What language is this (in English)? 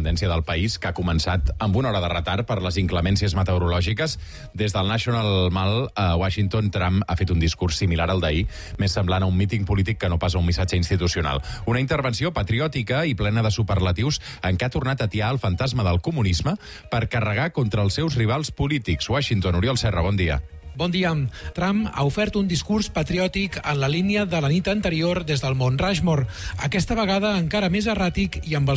Catalan